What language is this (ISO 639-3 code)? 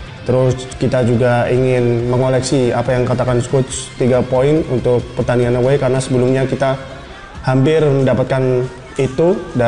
ind